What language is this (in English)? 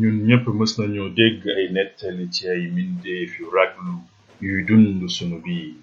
Wolof